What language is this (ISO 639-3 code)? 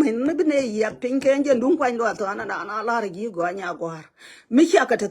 nus